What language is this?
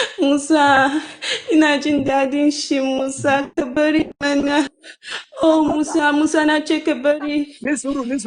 Yoruba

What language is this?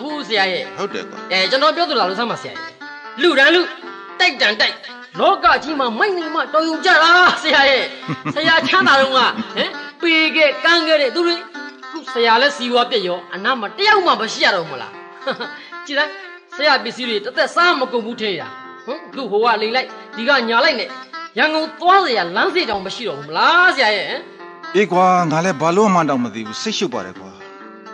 Burmese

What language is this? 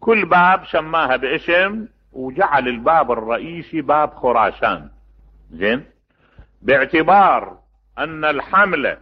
Mesopotamian Arabic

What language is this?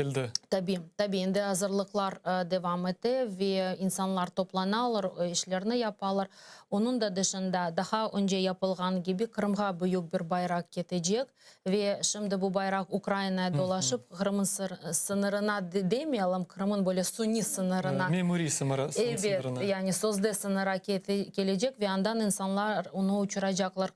Crimean Tatar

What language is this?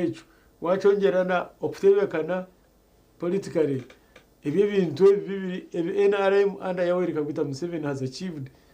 Nyankole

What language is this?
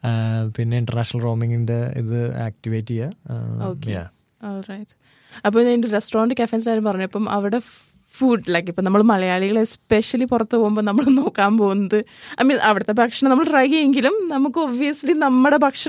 Malayalam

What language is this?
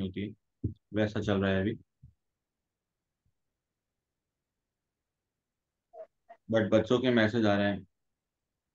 Hindi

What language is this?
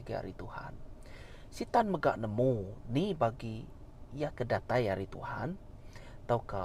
Iban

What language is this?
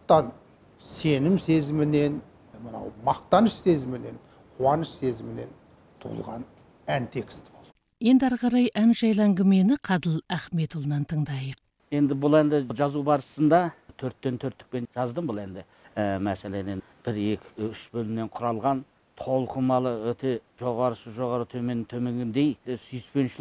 Kazakh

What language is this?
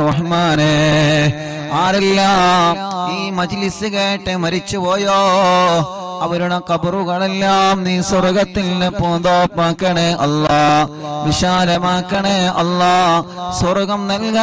Malayalam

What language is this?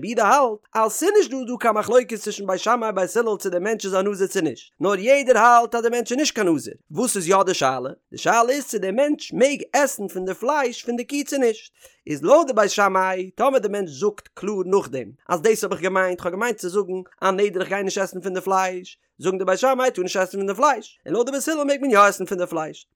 Yiddish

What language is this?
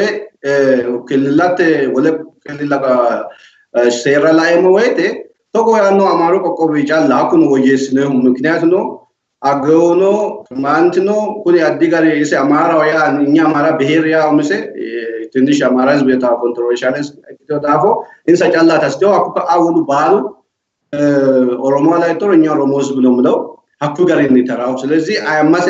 Sidamo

